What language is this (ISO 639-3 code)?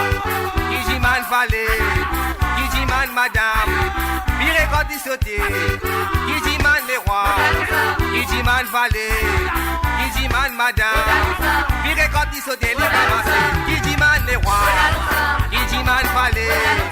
mfe